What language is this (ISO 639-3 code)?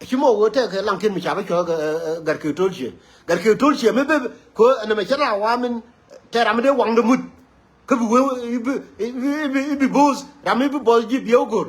nus